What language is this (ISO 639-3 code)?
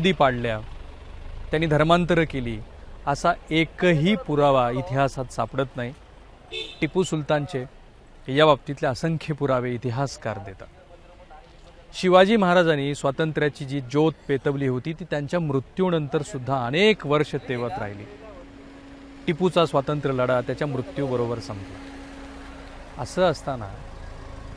mar